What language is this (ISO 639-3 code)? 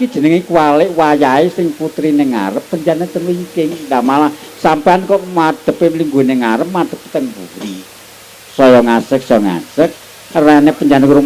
jav